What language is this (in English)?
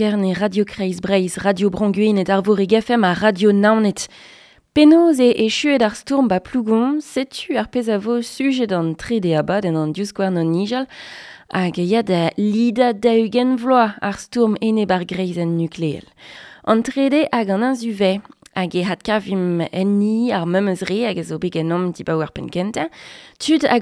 Breton